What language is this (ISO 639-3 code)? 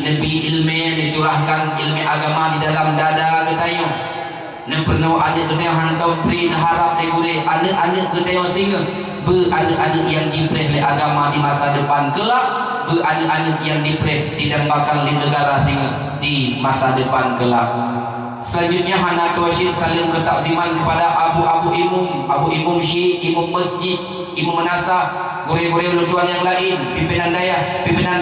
ace